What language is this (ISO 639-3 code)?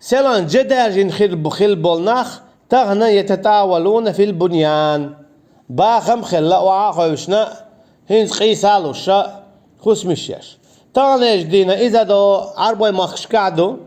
che